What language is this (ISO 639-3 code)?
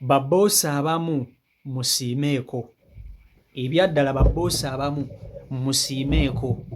lug